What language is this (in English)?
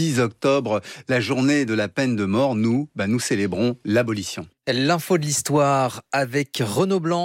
French